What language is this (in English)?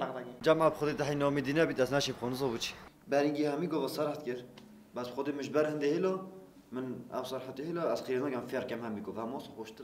Kurdish